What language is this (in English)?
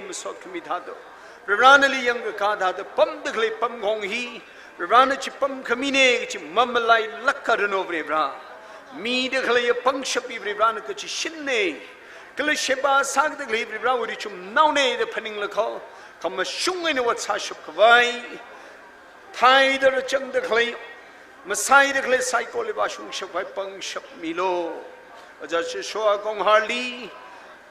Tangkhul Naga (India)